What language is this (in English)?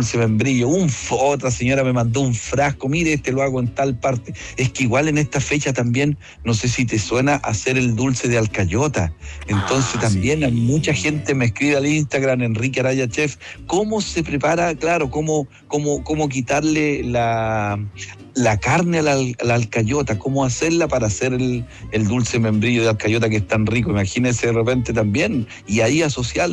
Spanish